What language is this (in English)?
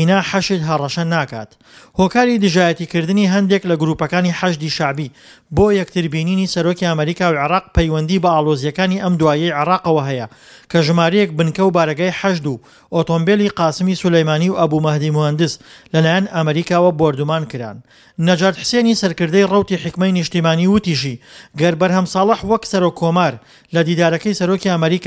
Central Kurdish